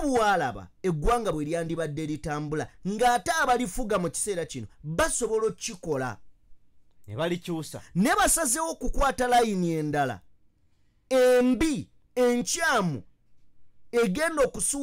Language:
Ganda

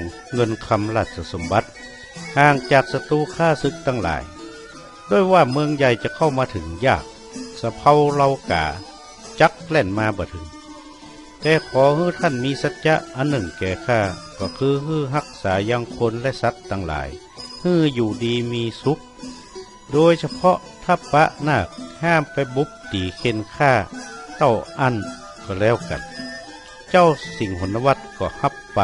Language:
Northern Thai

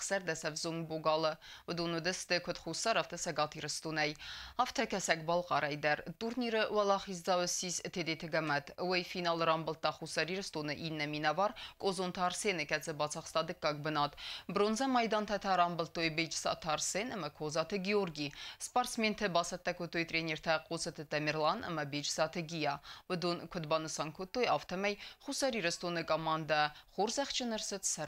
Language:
Ossetic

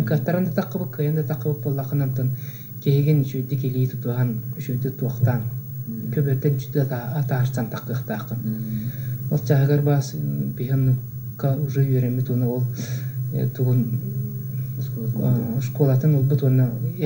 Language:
Yakut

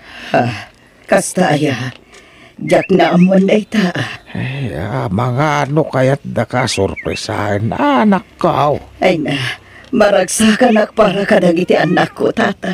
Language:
Iloko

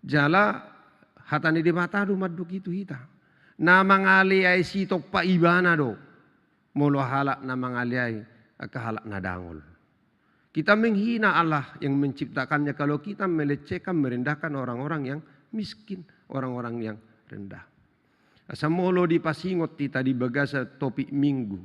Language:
Batak Toba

